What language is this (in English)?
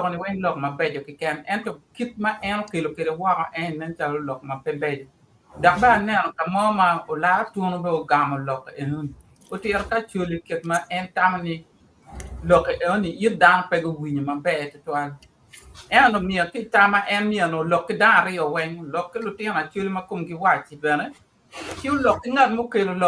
Acoli